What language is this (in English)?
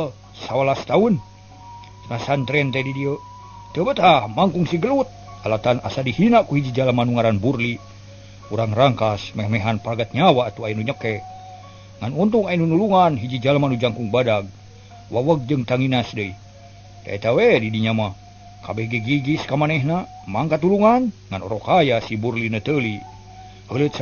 Sundanese